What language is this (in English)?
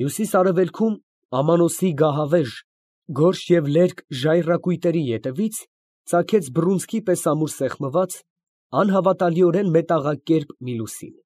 Armenian